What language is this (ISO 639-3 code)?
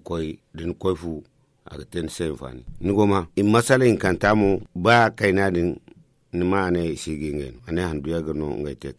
dje